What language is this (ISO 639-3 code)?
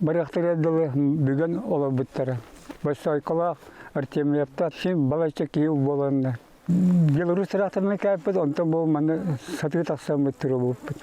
sah